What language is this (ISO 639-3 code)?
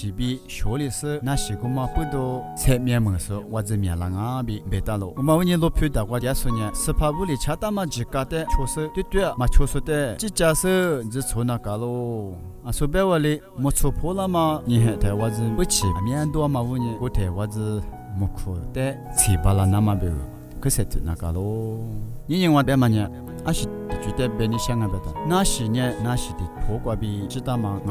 lis